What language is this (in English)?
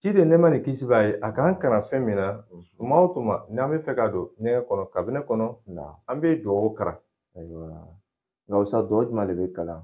Bambara